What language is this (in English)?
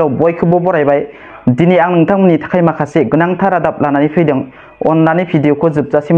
Bodo